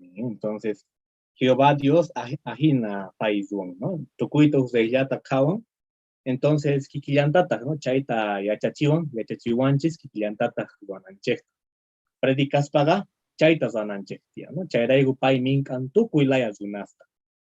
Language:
Quechua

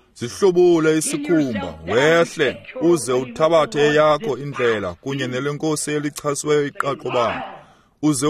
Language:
Xhosa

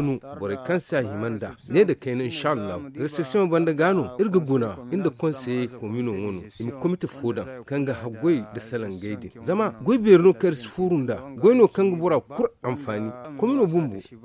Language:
Zarma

